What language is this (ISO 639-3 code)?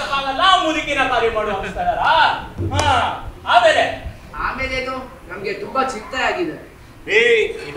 kan